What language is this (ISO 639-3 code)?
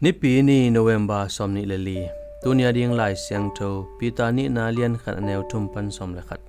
ctd